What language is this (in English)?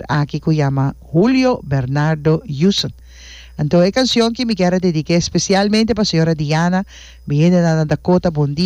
Papiamento